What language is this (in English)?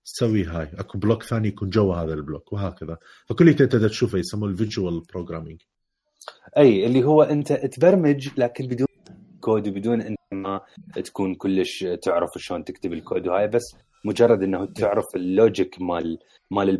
Mesopotamian Arabic